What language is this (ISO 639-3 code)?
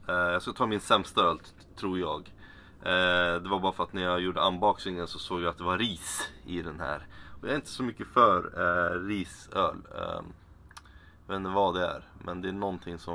swe